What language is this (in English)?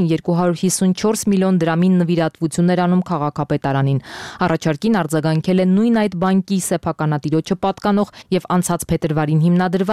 Armenian